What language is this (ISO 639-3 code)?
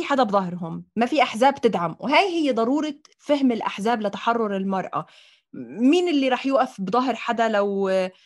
apc